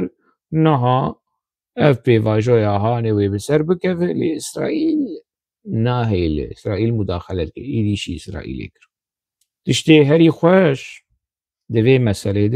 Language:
Kurdish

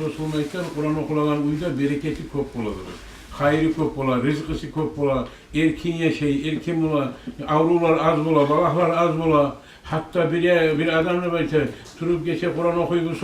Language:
Kumyk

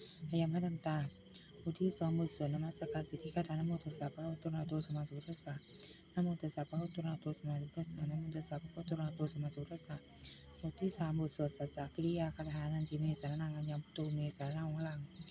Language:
Pali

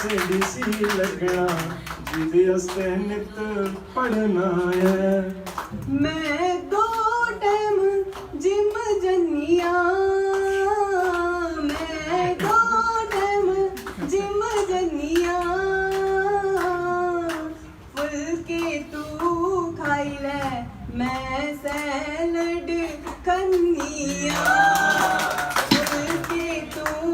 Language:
Dogri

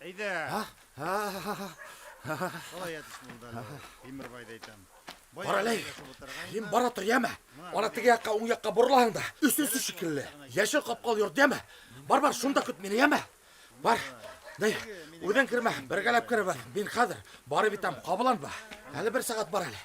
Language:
Bashkir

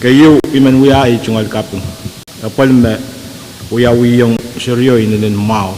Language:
Pohnpeian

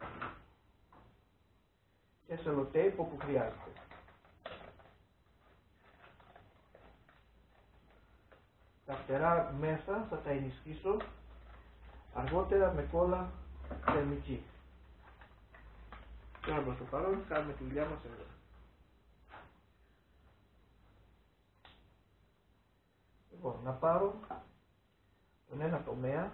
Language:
Greek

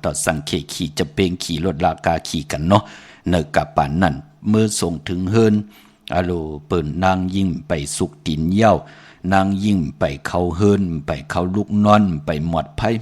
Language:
Shan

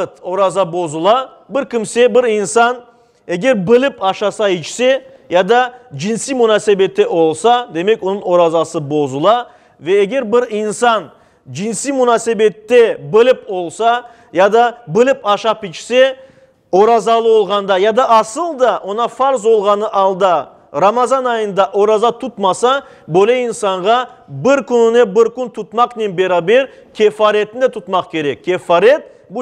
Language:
Crimean Tatar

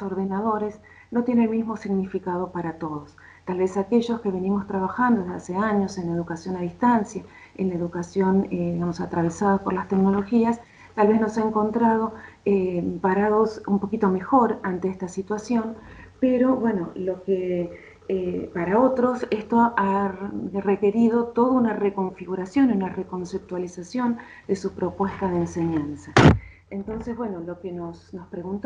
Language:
Spanish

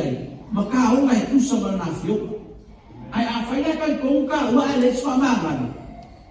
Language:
Samoan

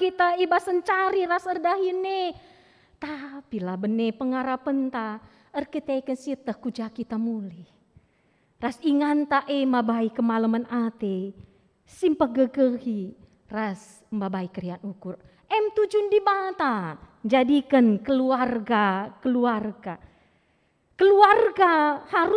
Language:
Batak Karo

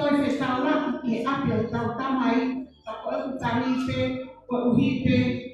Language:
Tongan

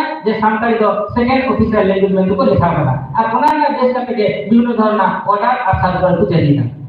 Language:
Santali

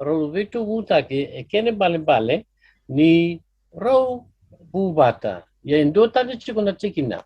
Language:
Fijian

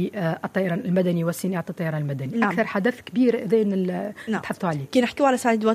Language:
Tunisian Arabic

